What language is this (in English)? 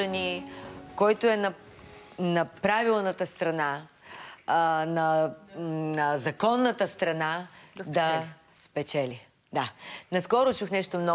Bulgarian